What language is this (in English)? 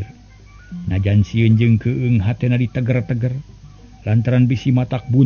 Sundanese